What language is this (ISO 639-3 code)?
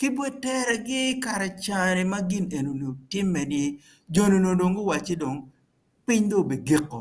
ach